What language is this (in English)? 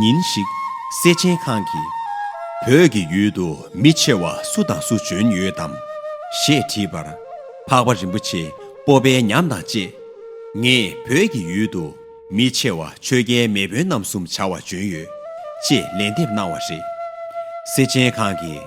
Tibetan